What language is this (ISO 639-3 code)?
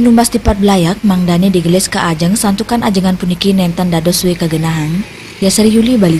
ban